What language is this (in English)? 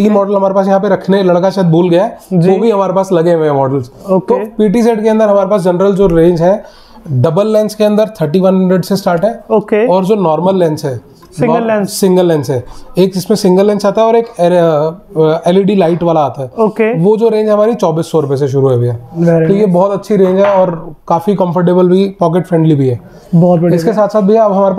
Hindi